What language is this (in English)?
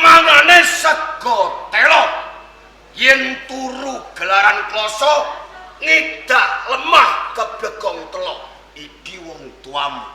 Javanese